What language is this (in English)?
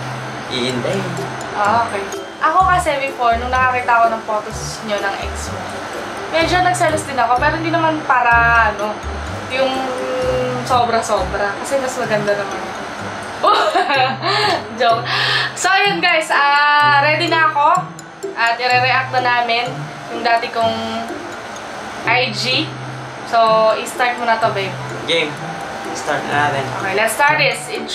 Filipino